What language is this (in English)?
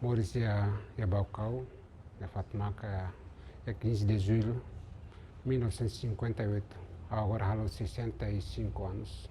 Tetum